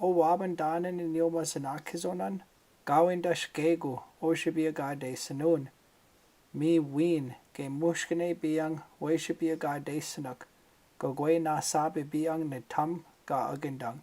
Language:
Chippewa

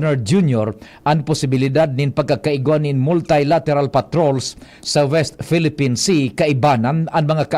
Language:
Bikol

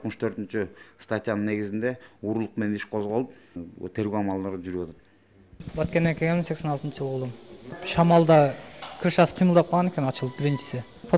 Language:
Kyrgyz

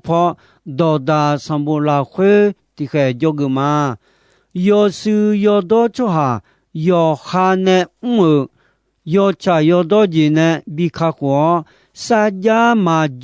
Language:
Akha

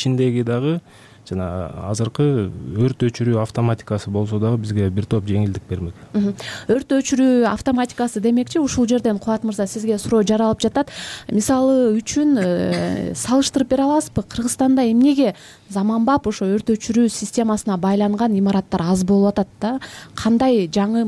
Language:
Kyrgyz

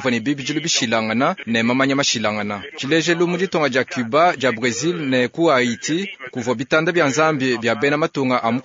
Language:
Luba-Lulua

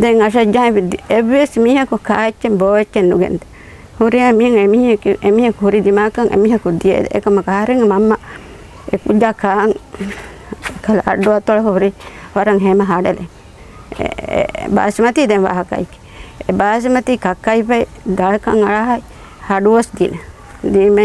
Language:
Divehi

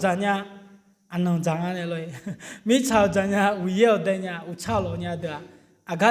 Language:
Akha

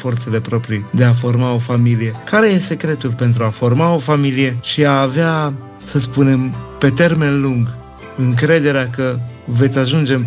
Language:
Romanian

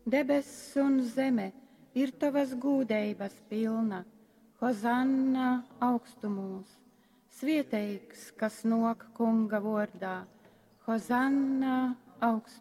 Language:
Latgalian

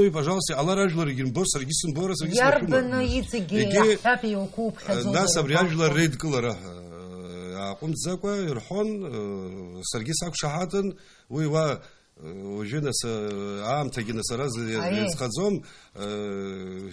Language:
Abkhazian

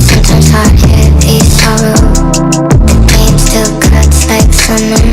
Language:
Tangkhul Naga (India)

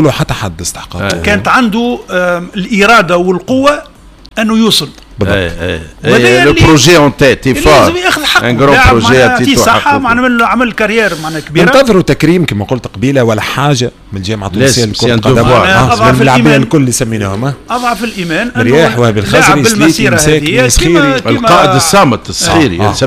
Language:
Tunisian Arabic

